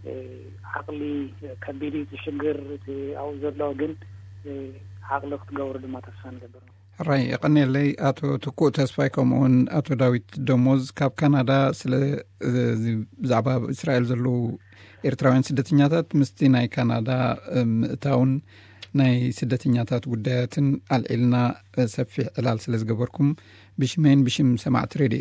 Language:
Tigrinya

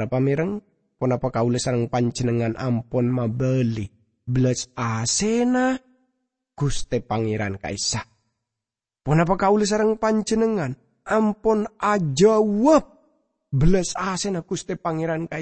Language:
Madurese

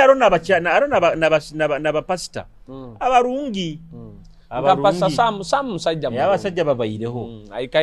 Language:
Nyoro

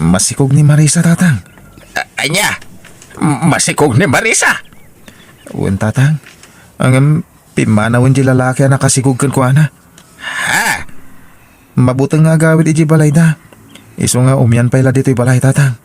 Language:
Iloko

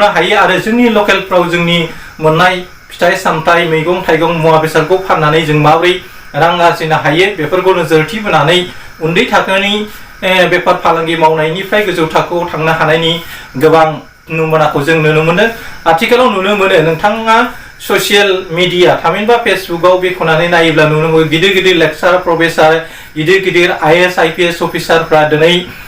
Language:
Bodo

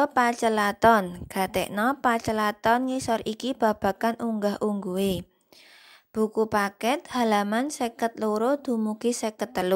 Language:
Javanese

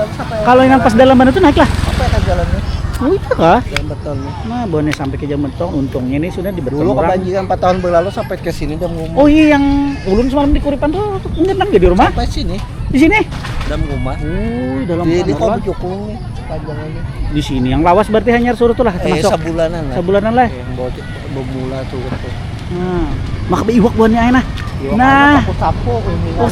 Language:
Banjar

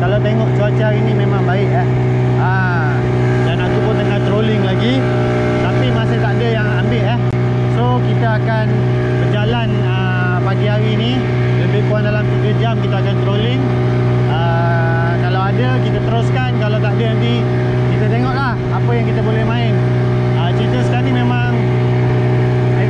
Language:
Malay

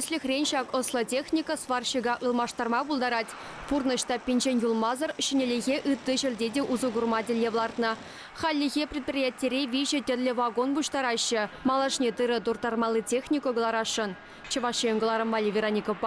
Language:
Chuvash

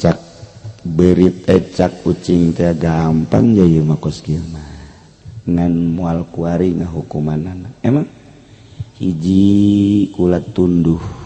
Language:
Sundanese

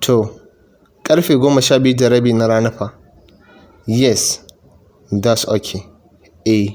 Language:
Hausa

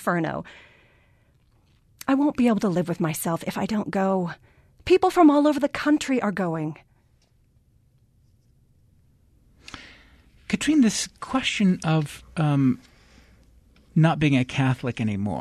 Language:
English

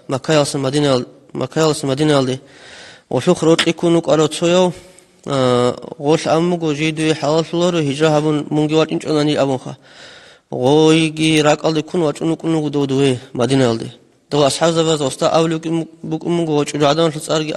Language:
Avaric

